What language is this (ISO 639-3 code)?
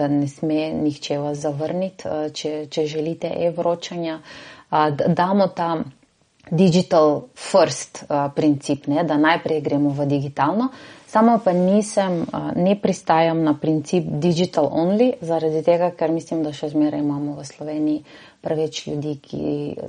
slv